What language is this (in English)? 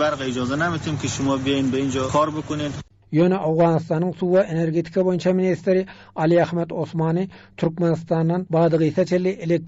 Turkmen